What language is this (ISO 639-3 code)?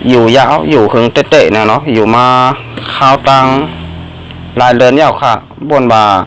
shn